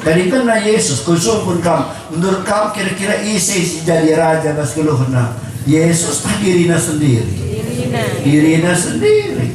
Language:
Batak Karo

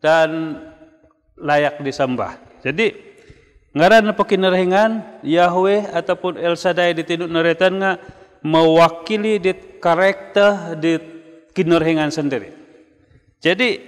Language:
Central Dusun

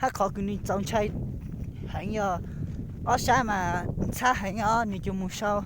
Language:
Hmong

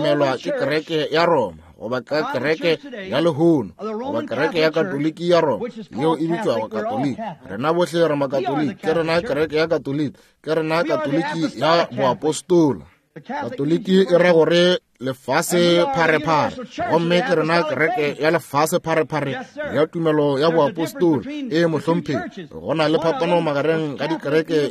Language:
Northern Sotho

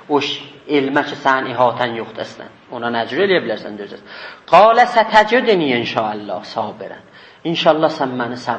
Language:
South Azerbaijani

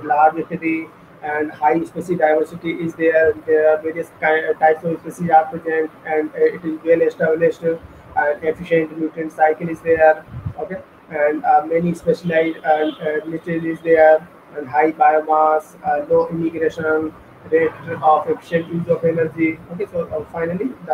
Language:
English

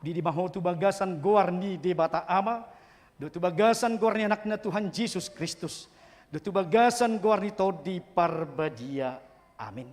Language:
Batak Toba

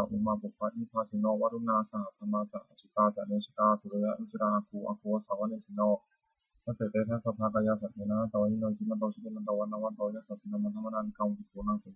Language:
Pali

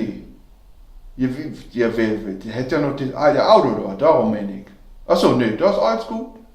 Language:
Low German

